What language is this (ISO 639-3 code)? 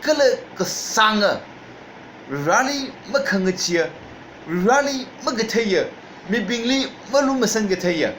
nmf